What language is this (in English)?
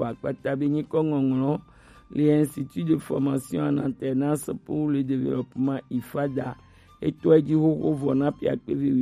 Gen